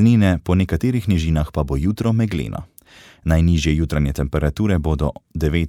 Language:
Slovenian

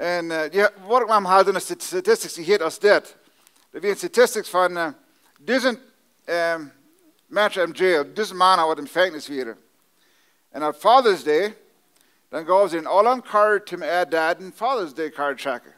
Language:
Plautdietsch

